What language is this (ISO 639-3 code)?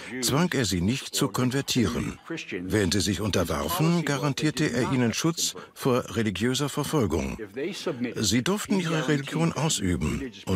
deu